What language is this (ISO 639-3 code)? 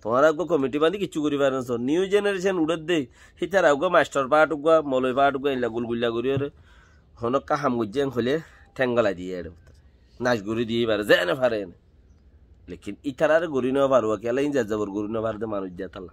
rhg